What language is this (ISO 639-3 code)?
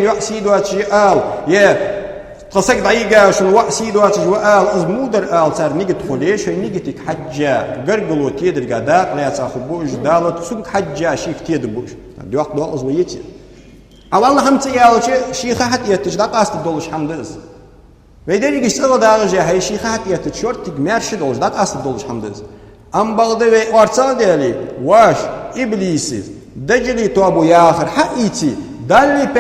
inh